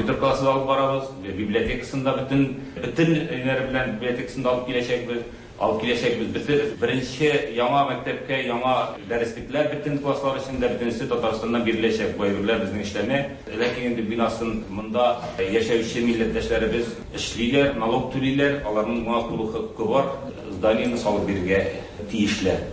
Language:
Tatar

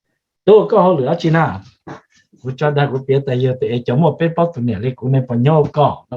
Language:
Hmong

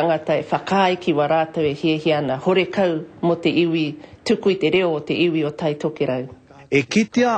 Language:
Māori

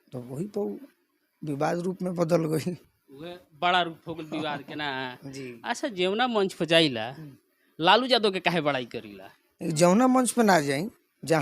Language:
Bhojpuri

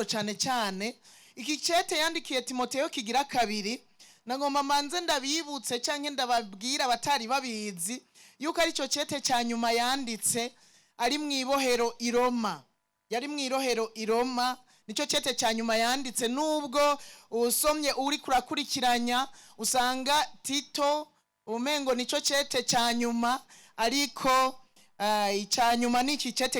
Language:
Rundi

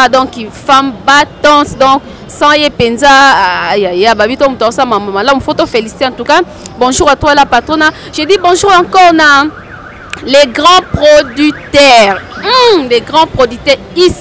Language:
Lingala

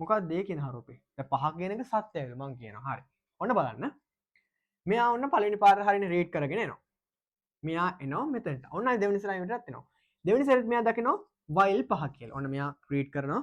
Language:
Sinhala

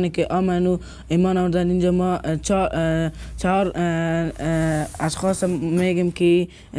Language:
Persian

